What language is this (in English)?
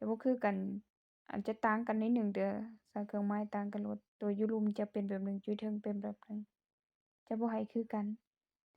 Lao